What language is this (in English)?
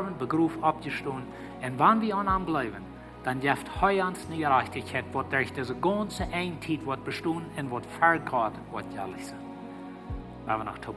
Plautdietsch